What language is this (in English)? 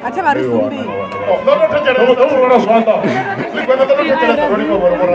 Venda